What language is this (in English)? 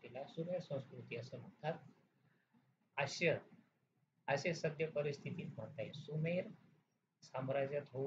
Marathi